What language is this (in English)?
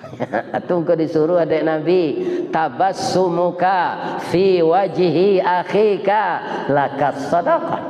Minangkabau